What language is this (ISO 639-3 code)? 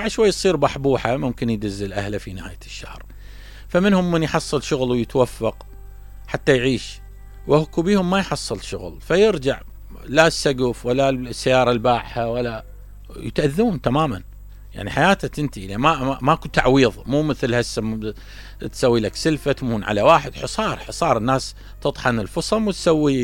acm